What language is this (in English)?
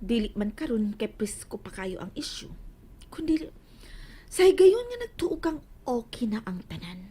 Cebuano